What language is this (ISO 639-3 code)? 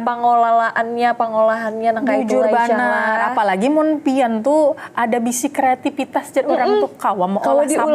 bjn